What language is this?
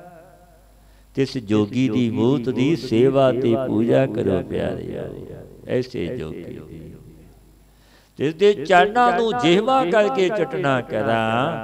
Punjabi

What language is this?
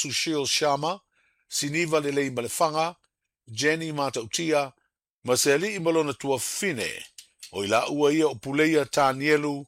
Samoan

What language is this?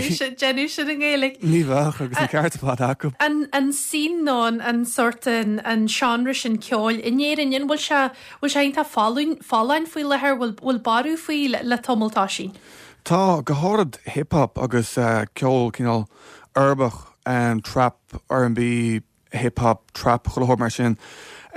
Irish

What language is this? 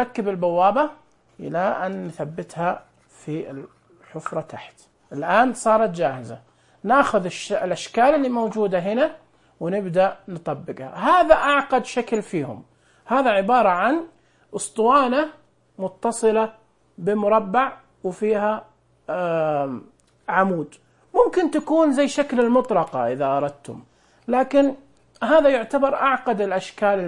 Najdi Arabic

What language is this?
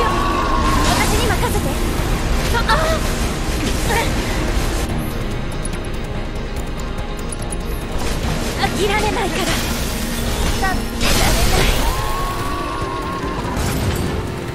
Japanese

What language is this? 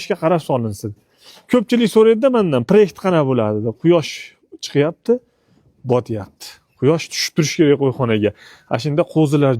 Uzbek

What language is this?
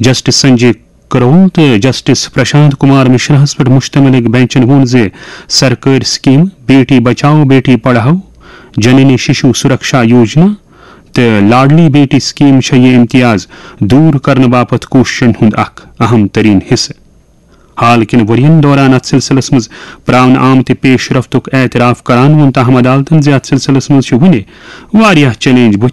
Kashmiri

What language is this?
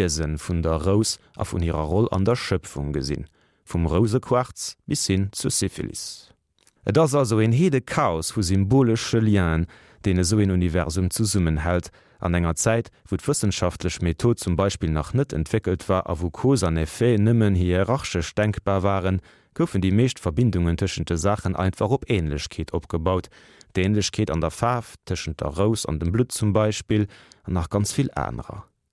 Luxembourgish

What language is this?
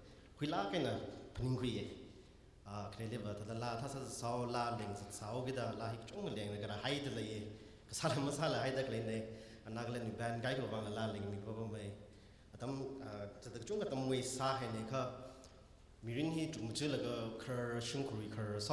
Tangkhul Naga (India)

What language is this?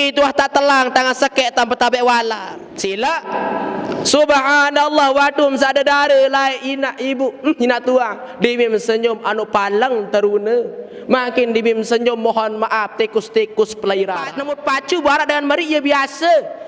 Sasak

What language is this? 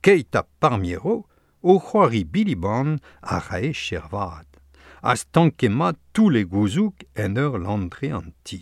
Breton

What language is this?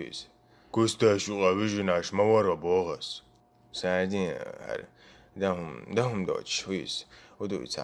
Chechen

